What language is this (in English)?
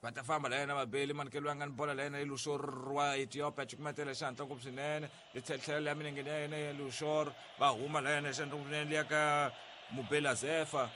Tsonga